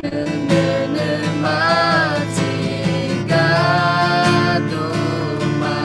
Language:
Akha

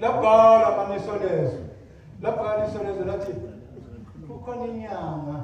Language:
Zulu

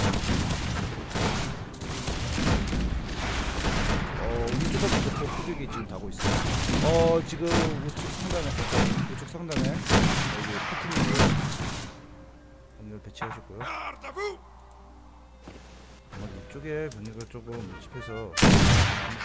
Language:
Korean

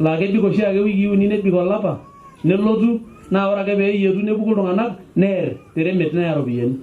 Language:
Masai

